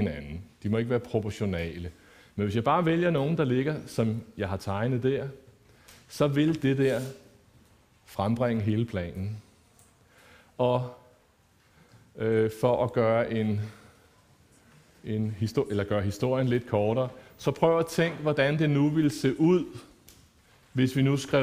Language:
Danish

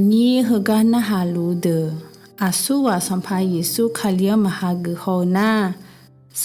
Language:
Akha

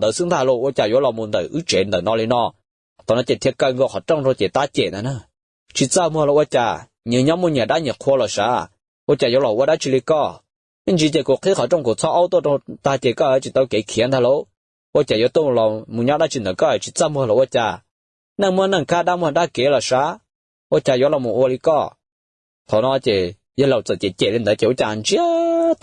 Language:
Hmong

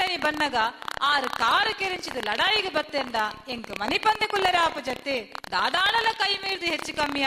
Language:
Tulu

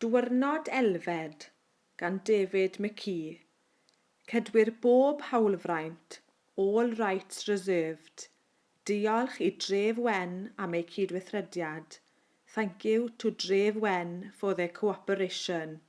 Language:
Welsh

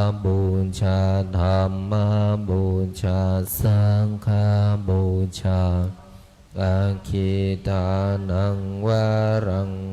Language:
Pali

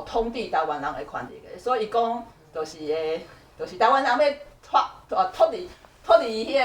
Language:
Min Nan Chinese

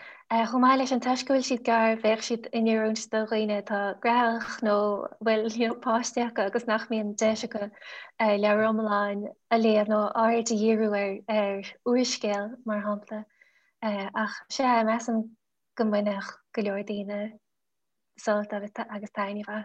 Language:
Irish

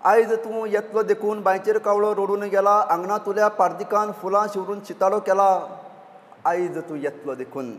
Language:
Konkani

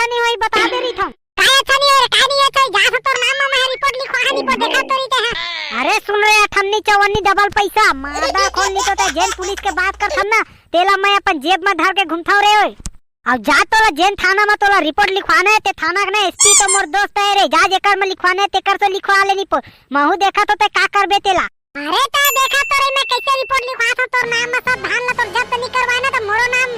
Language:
Chhattisgarhi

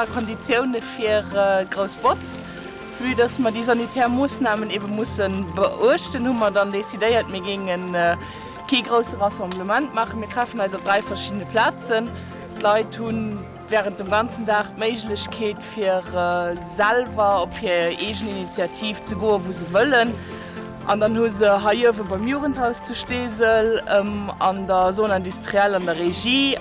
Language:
Luxembourgish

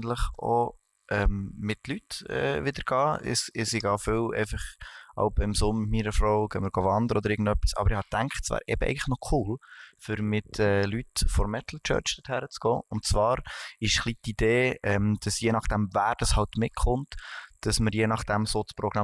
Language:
Swiss German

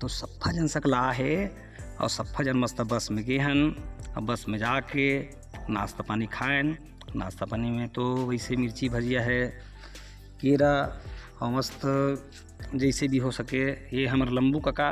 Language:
Chhattisgarhi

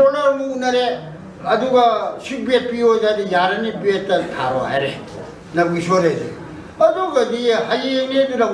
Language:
Manipuri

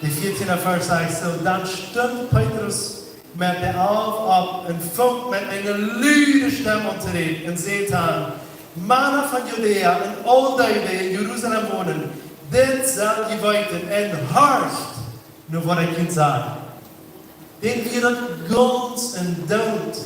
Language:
Plautdietsch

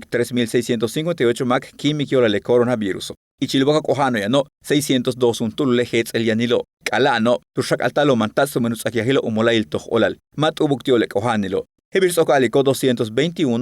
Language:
Yucateco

